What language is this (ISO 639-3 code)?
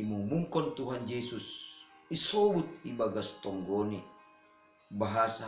bts